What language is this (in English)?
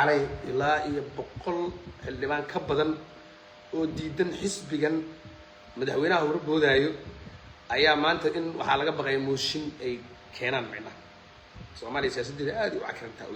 Somali